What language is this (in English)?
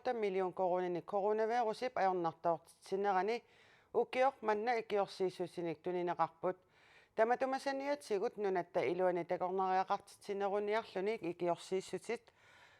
Kalaallisut